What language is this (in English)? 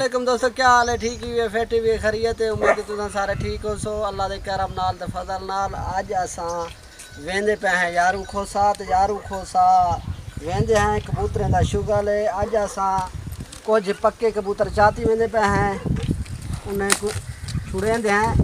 Saraiki